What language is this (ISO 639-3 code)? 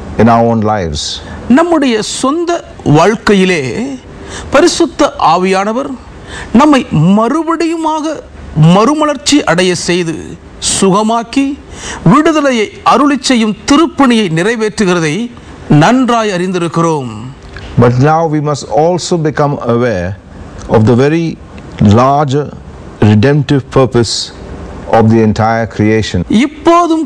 tam